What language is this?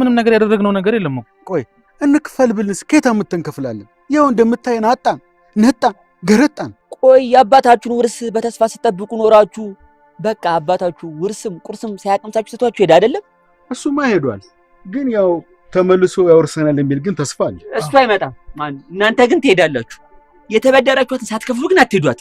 Amharic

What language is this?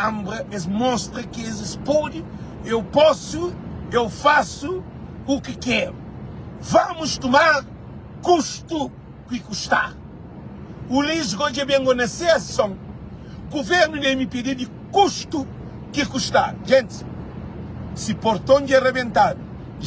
Kabuverdianu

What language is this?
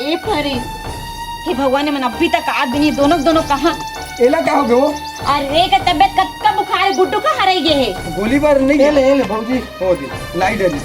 Chhattisgarhi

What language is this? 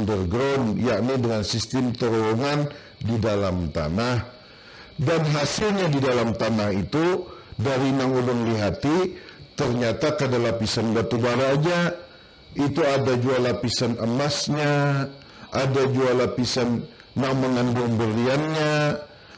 Banjar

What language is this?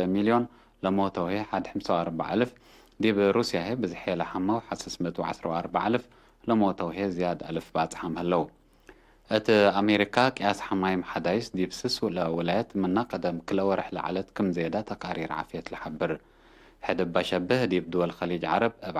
Tigre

